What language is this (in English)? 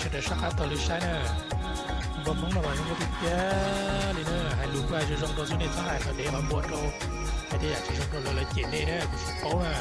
Hmong